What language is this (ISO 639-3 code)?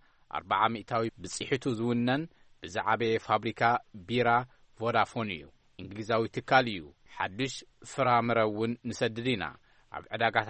tir